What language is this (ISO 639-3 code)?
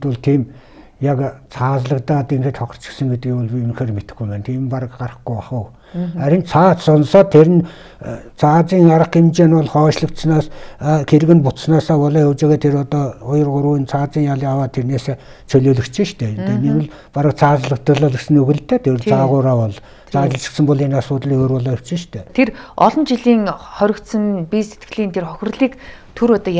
mon